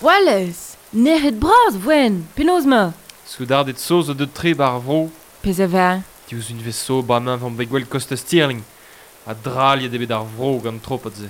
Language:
Breton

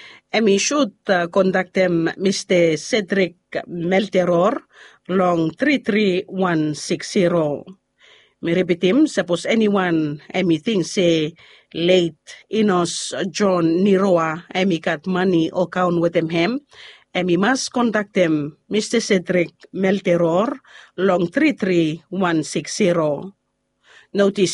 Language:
Bislama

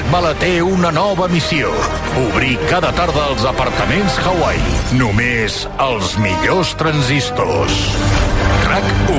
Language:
Catalan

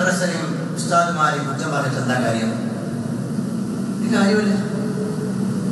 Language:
Malayalam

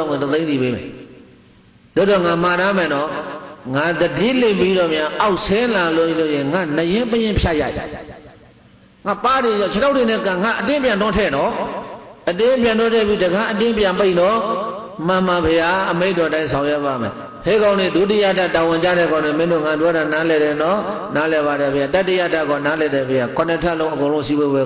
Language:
Burmese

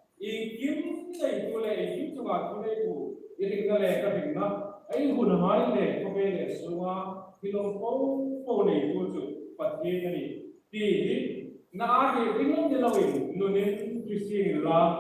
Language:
Hmar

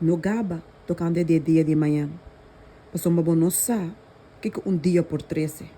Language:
Papiamento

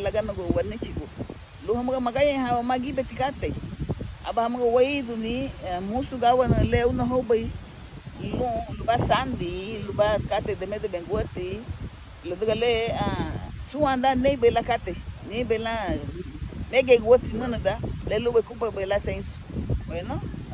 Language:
Garifuna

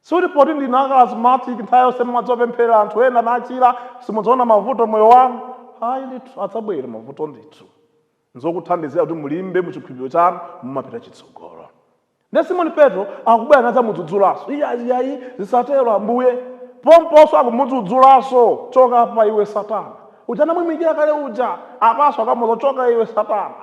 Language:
Nyanja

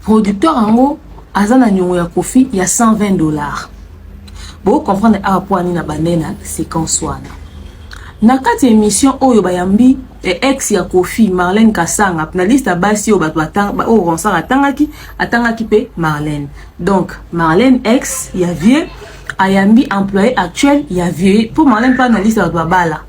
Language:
Lingala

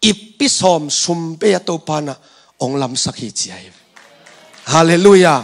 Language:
Tedim Chin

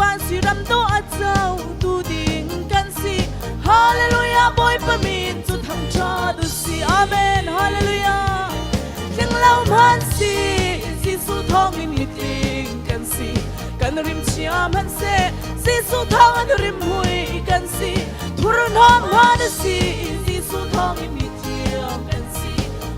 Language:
Hakha Chin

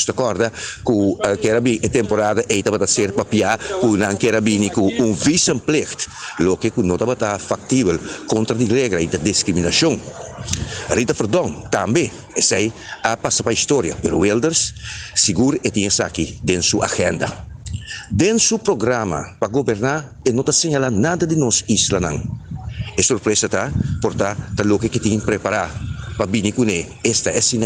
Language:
Papiamento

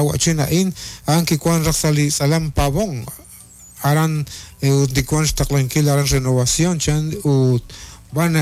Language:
Kekchí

